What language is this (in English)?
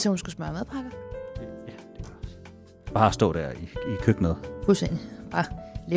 Danish